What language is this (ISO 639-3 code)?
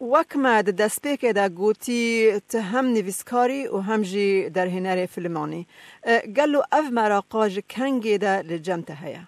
kur